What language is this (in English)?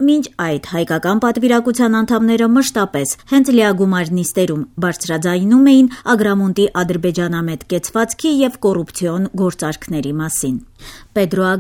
Armenian